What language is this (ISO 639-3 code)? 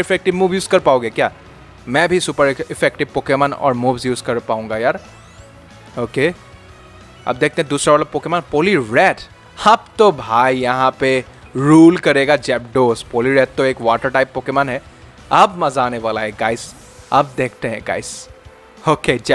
hin